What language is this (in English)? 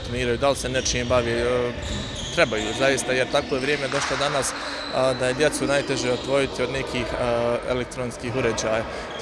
Bosnian